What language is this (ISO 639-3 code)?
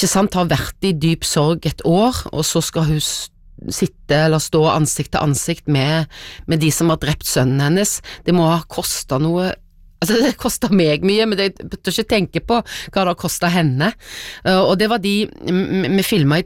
nor